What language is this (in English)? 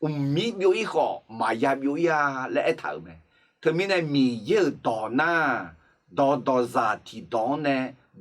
Akha